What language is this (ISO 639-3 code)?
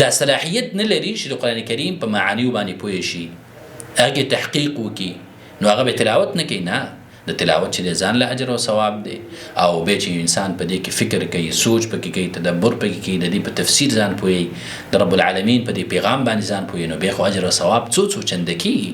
pus